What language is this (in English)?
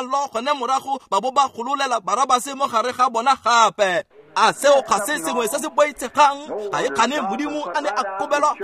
Tswana